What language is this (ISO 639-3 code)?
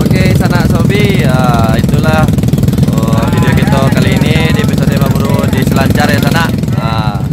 min